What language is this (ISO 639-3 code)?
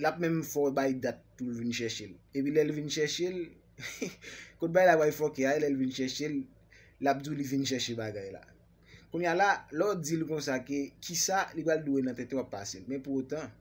hat